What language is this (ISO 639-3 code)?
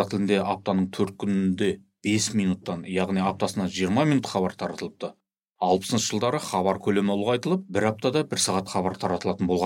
kaz